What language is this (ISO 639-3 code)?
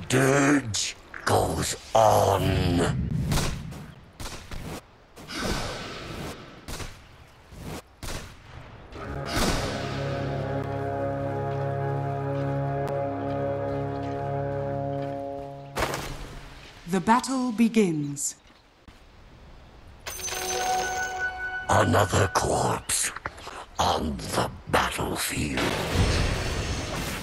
eng